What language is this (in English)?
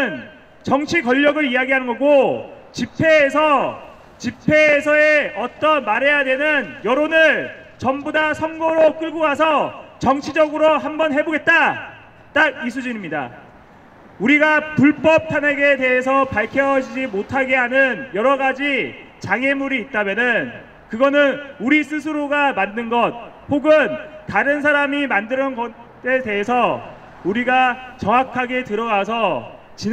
Korean